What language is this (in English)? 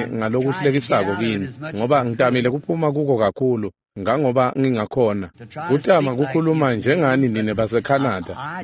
Swati